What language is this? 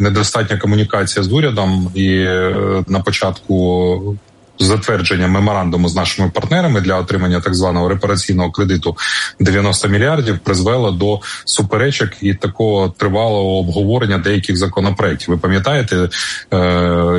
Ukrainian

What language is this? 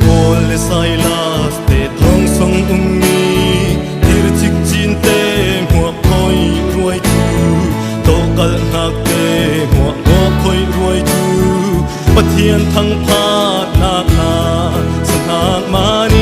Falam Chin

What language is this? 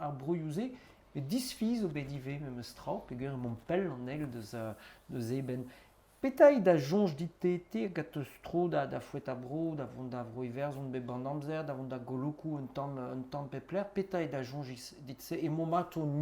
Breton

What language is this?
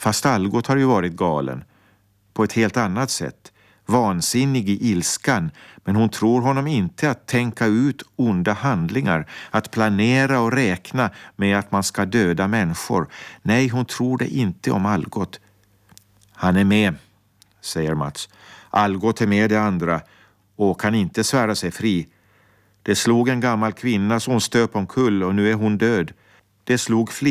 Swedish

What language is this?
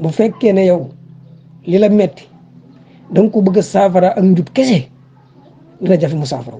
Wolof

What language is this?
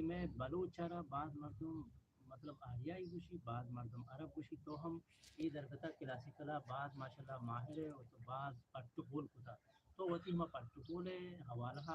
Eastern Balochi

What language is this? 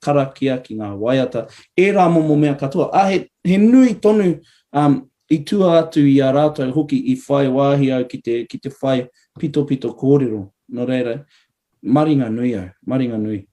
Māori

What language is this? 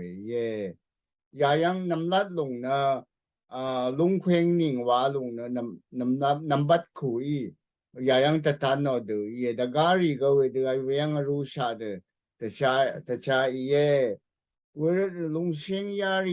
Rawang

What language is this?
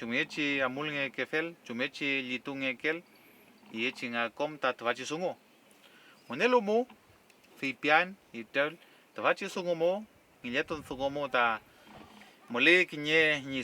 Mapuche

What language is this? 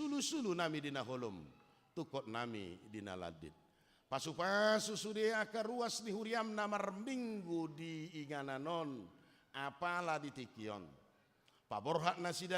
Batak Toba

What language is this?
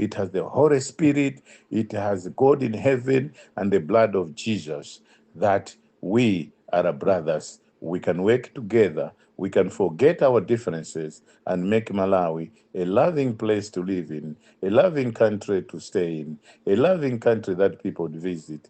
English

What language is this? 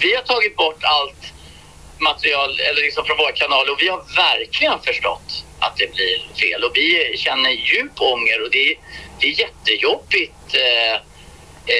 Swedish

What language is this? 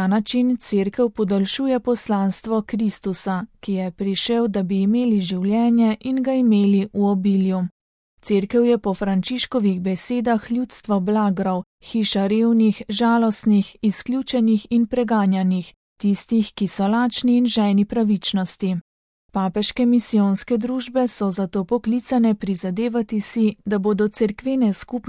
Slovenian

